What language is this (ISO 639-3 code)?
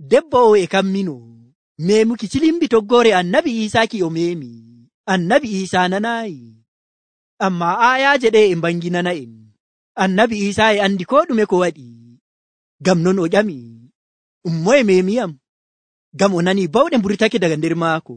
fuv